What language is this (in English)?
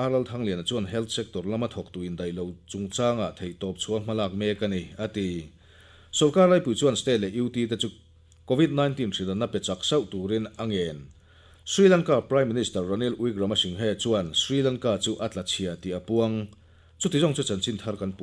Mizo